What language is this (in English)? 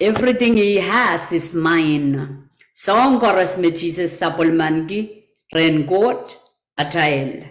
Pohnpeian